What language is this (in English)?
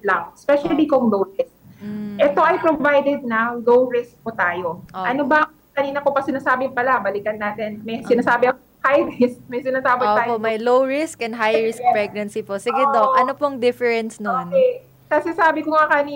Filipino